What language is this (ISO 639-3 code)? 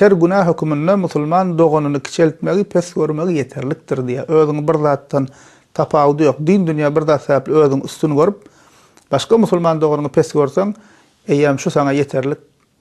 tuk